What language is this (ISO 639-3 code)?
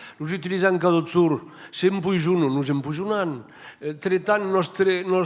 oci